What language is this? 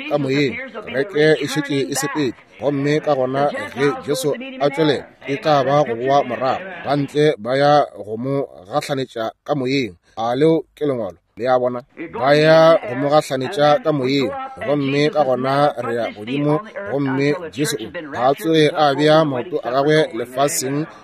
Northern Sotho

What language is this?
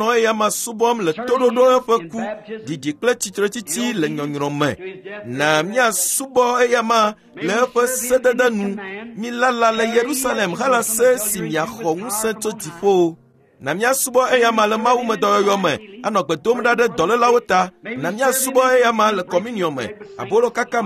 Ewe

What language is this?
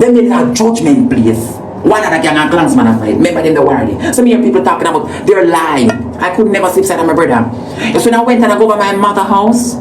Jamaican Creole English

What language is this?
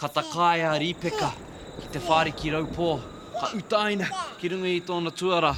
Māori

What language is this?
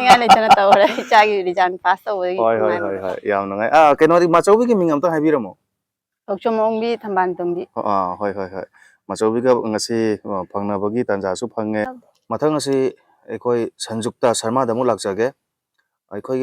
Manipuri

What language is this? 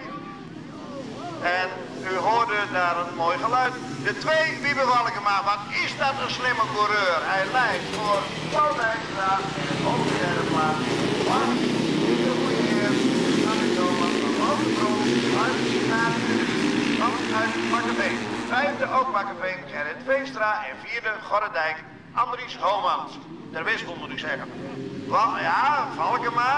Dutch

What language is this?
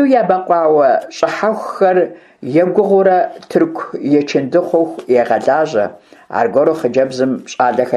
Kabardian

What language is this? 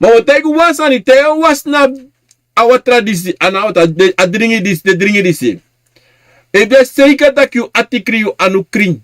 Sranan Tongo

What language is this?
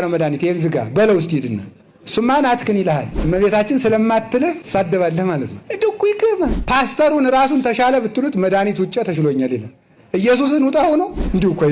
Amharic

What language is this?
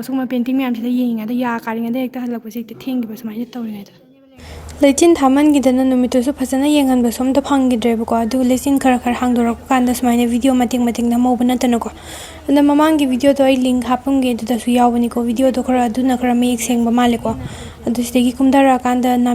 Manipuri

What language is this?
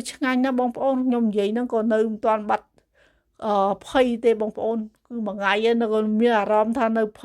Khmer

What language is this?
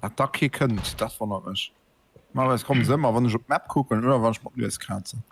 Luxembourgish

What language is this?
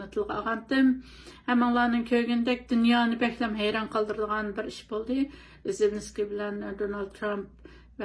Uyghur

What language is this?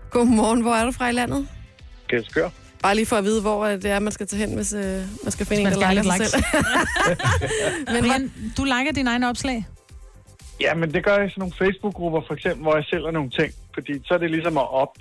Danish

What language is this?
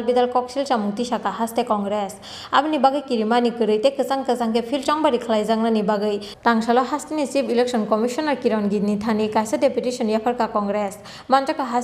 Kok Borok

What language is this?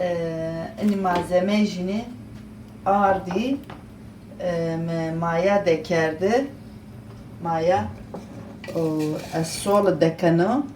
Zaza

